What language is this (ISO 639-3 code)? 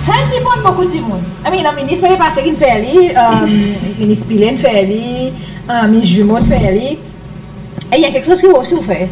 crs